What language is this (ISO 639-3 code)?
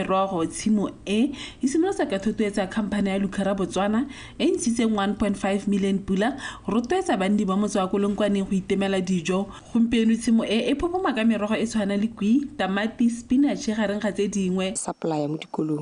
tsn